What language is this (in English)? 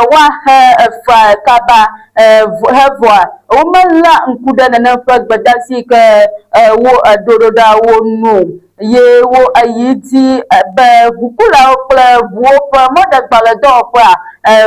Ewe